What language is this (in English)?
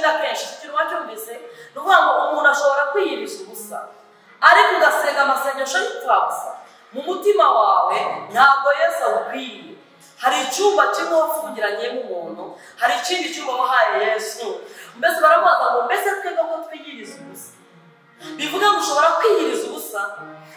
Kinyarwanda